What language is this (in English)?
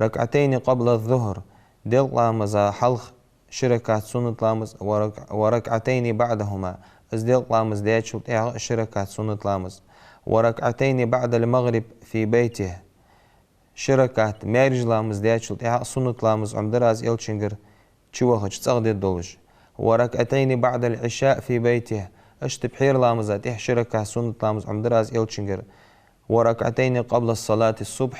Ingush